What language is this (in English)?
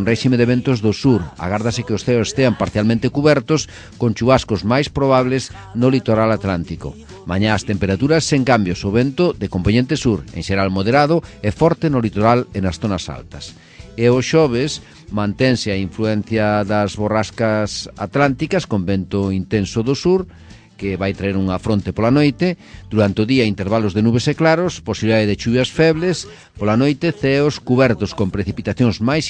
Galician